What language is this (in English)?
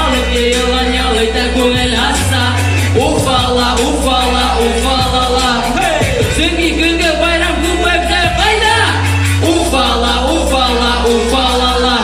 Bashkir